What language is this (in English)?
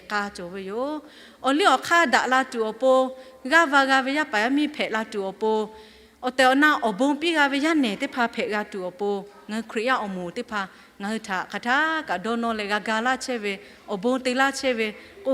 Lahu